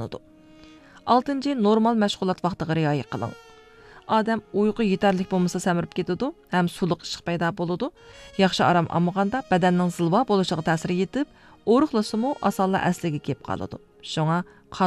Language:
Uyghur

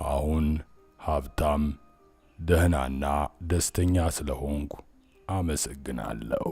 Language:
Amharic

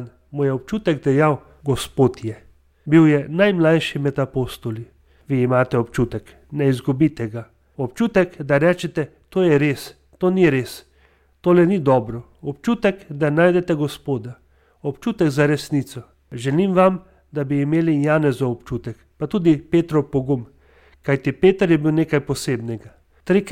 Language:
Slovenian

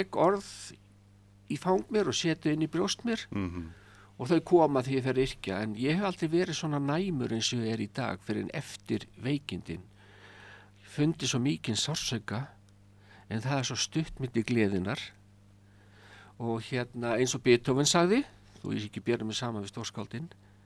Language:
Icelandic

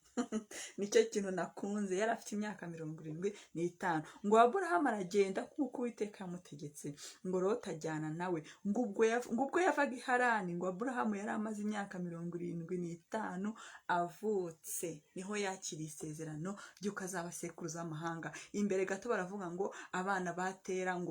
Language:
Kinyarwanda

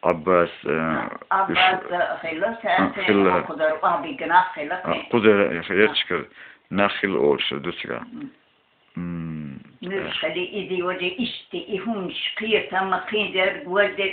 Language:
Chechen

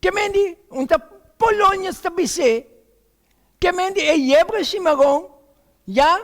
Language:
Papiamento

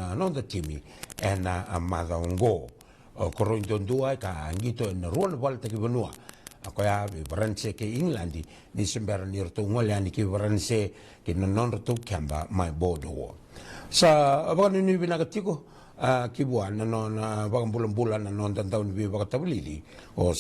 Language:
Fijian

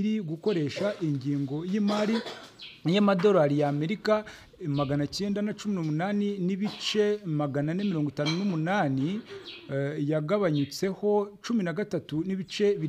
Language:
Kinyarwanda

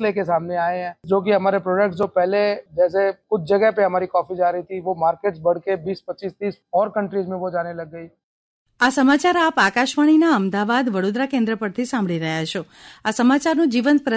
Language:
Gujarati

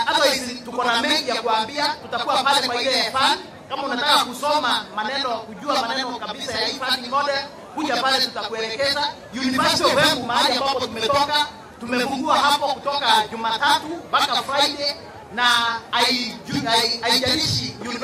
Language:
Swahili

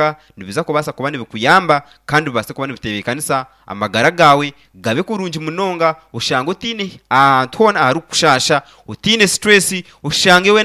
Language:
Nyankole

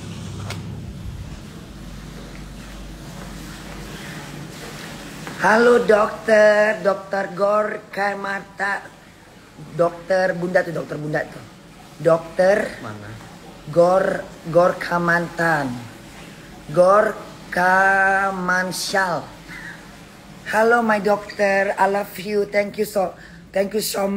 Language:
Indonesian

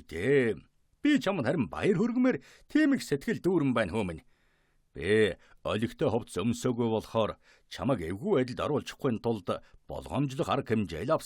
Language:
Mongolian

